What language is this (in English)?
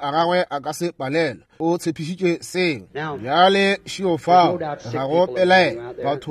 Northern Sotho